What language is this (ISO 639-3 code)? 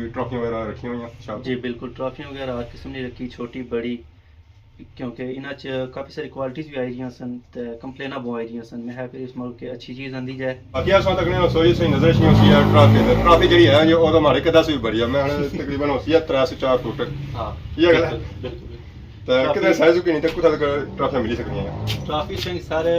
phr